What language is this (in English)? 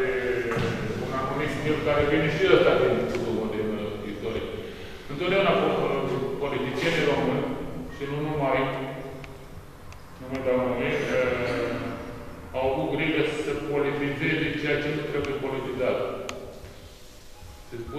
Romanian